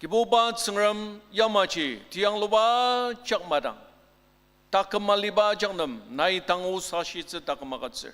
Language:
Ao Naga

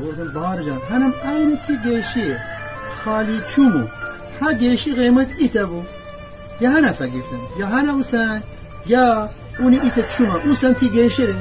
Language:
Gilaki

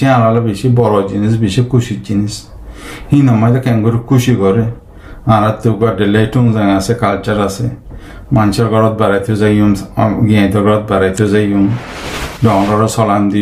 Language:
Rohingya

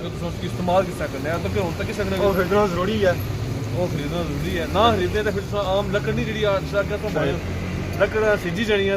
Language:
Pahari-Potwari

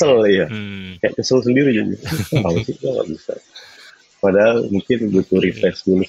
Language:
Indonesian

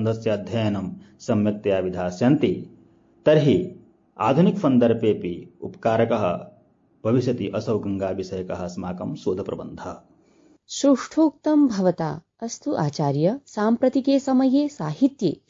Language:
Sanskrit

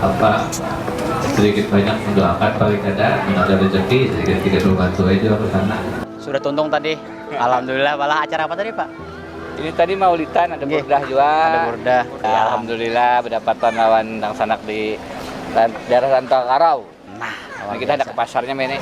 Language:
Banjar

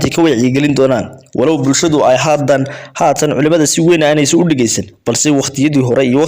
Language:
Somali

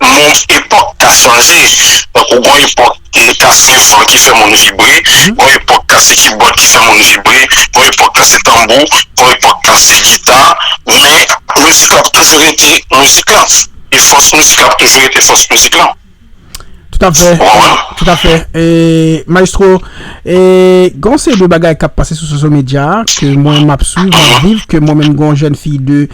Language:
Haitian Creole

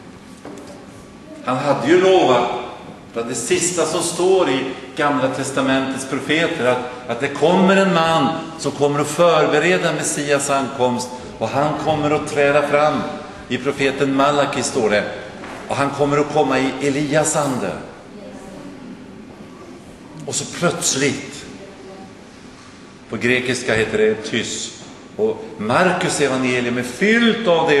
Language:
Swedish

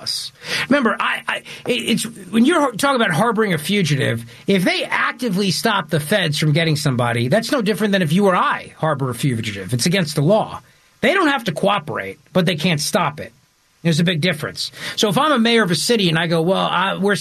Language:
English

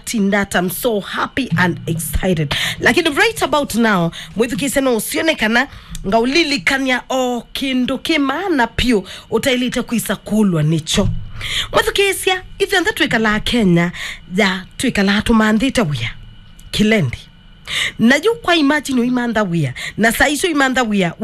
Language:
Kamba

